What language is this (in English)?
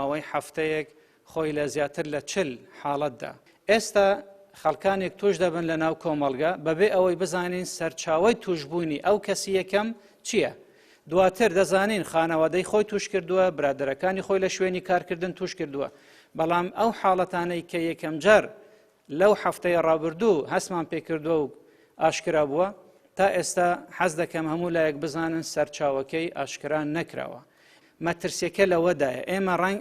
Central Kurdish